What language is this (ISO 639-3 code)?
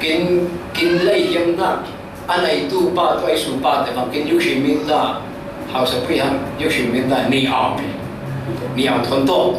cfm